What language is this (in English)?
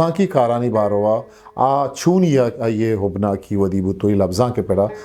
Eastern Balochi